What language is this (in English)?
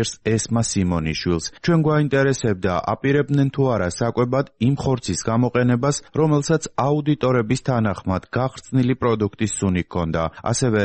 Georgian